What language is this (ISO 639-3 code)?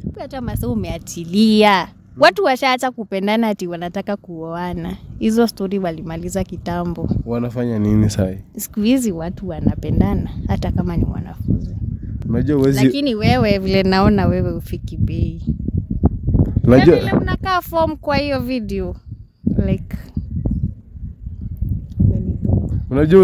swa